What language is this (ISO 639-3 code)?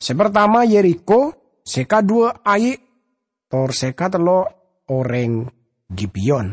mad